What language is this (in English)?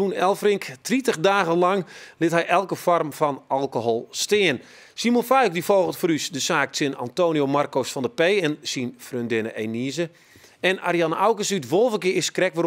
Western Frisian